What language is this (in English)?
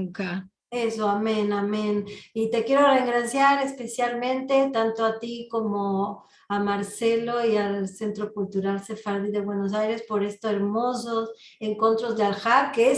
Ladino